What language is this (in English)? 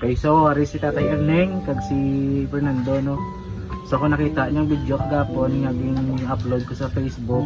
Hiligaynon